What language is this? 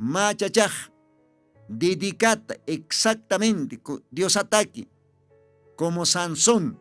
Aymara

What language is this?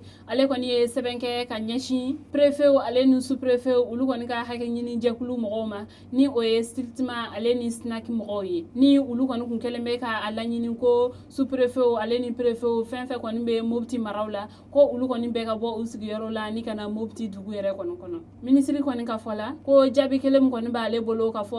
Bambara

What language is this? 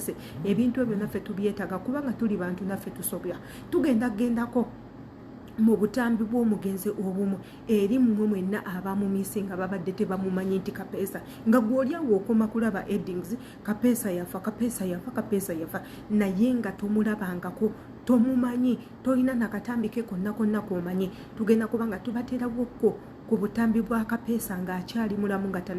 Ganda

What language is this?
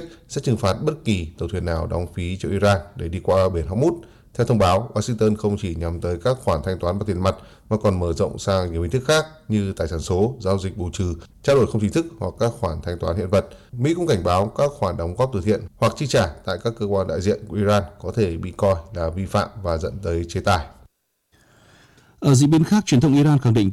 Vietnamese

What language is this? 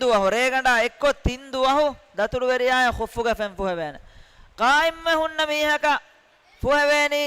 Divehi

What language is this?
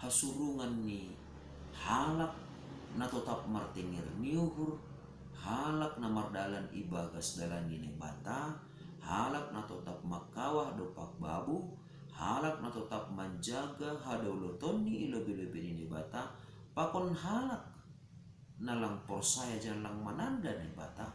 Batak Simalungun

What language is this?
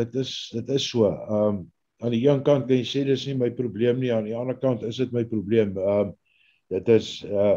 Afrikaans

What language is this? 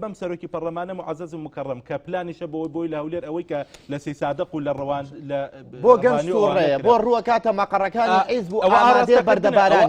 Central Kurdish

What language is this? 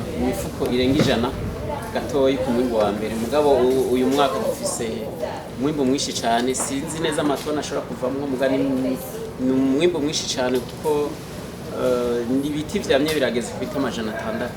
Rundi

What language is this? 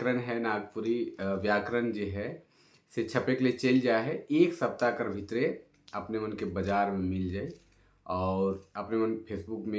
Sadri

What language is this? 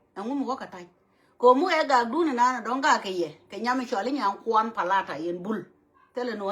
Nuer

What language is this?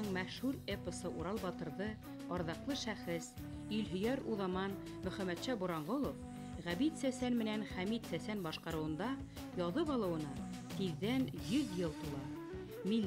Bashkir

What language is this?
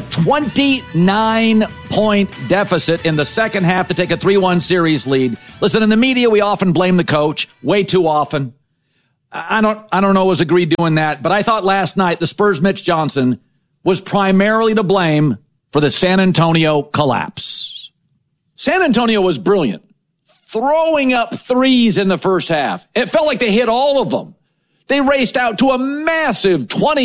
English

